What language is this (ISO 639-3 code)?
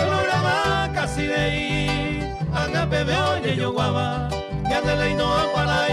grn